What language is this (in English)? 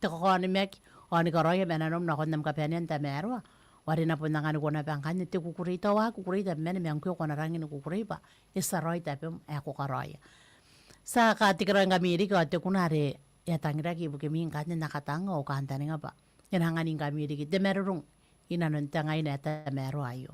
Gilbertese